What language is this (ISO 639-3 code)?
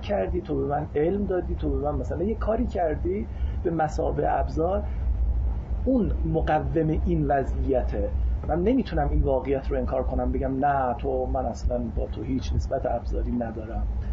fas